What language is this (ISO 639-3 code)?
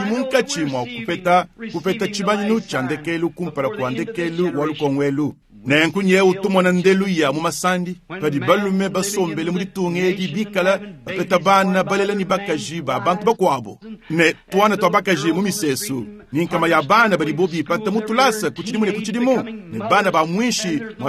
lua